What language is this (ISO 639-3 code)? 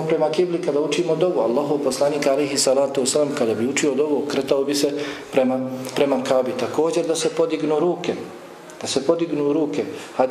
bos